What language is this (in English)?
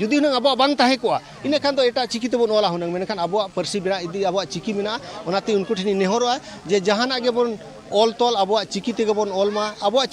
Santali